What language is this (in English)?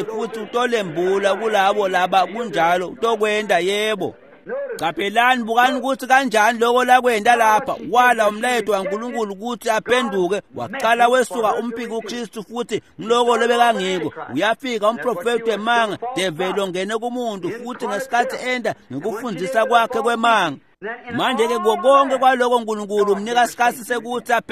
Swati